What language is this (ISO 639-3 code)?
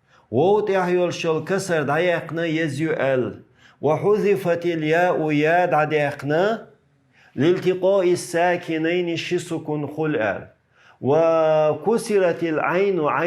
che